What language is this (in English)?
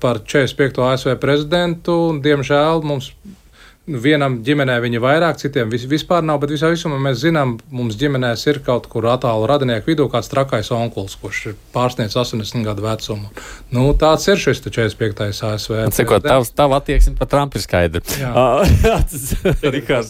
Latvian